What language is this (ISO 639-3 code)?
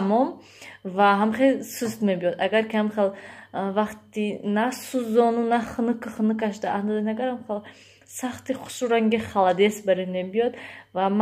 tgk